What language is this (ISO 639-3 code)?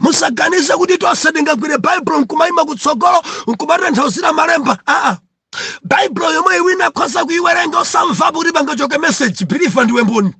nya